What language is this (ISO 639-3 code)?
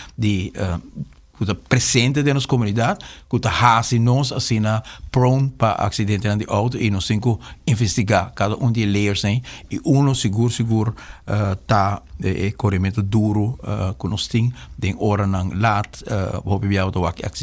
pap